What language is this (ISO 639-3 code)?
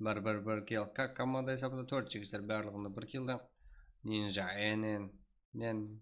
kaa